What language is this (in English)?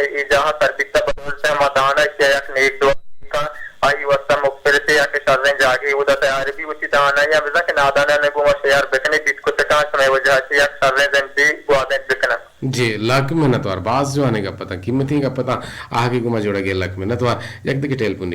Eastern Balochi